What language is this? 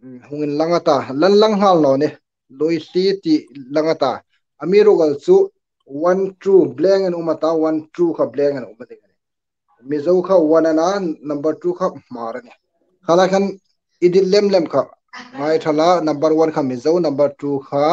Hmar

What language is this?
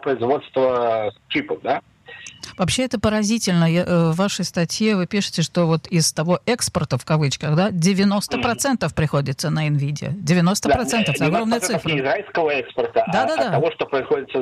Russian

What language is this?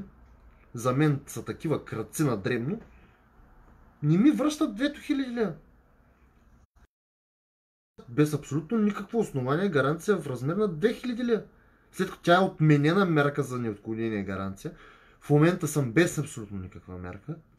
Bulgarian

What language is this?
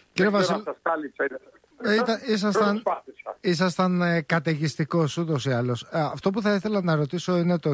Greek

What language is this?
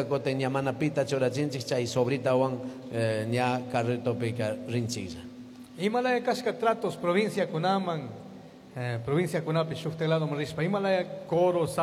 Chimborazo Highland Quichua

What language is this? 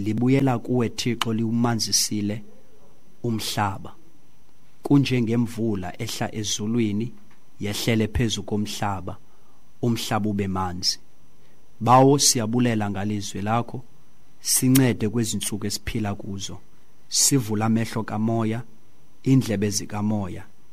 Xhosa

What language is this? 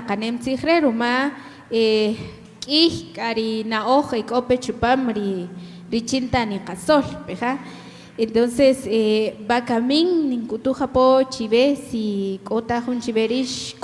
Kaqchikel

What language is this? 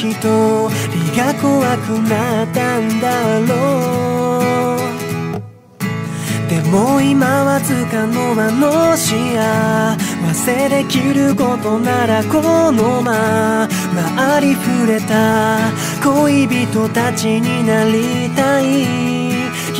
Japanese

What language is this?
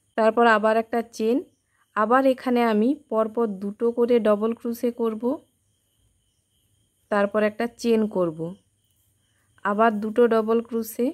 Bangla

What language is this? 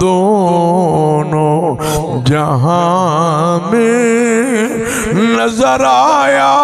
Saraiki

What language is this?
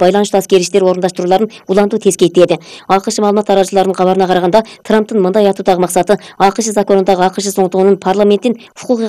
Kyrgyz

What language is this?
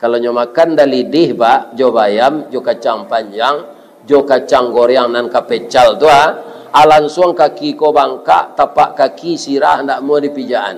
Minangkabau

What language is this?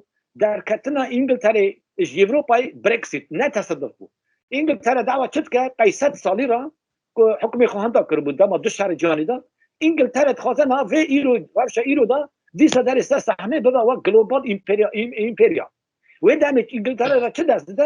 Kurdish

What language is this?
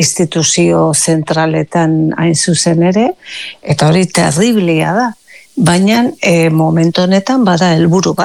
Basque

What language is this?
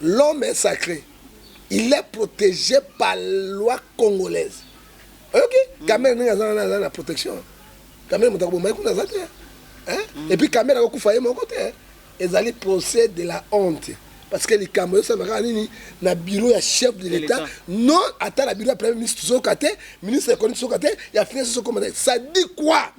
Lingala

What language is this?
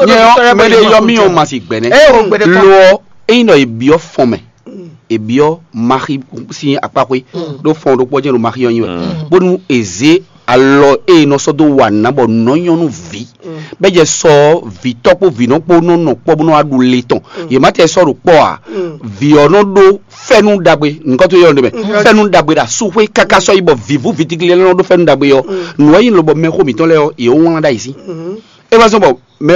Fon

